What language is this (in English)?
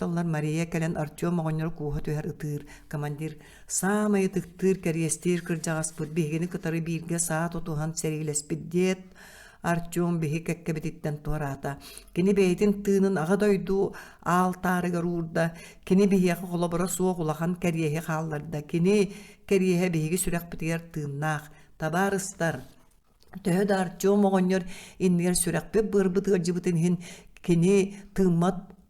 Yakut